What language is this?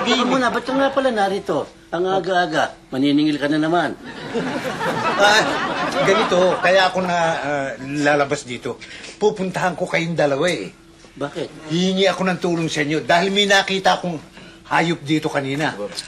Filipino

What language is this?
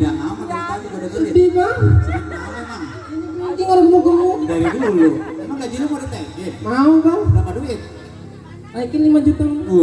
Betawi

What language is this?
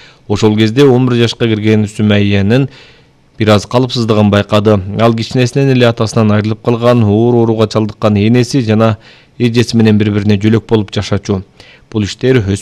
Kyrgyz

